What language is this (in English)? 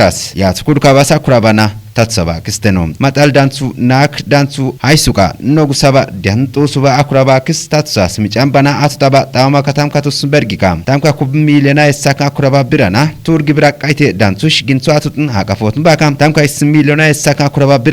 Kafa